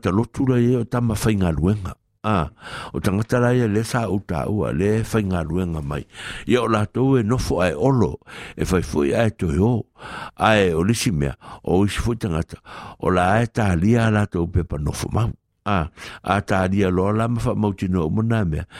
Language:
Samoan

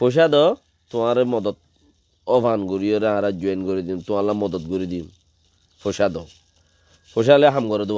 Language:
Rohingya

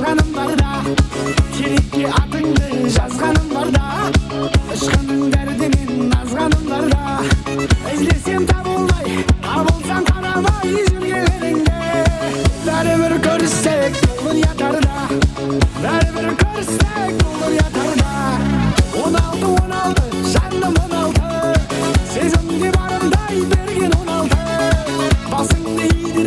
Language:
Kara-Kalpak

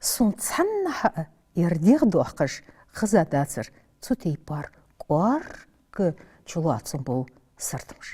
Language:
Ingush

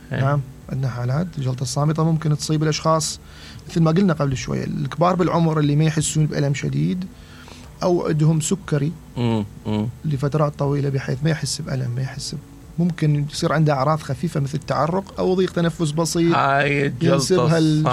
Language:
Mesopotamian Arabic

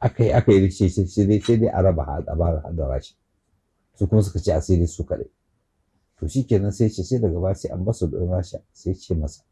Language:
Hausa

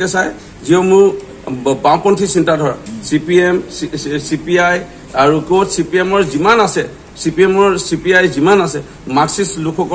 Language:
Assamese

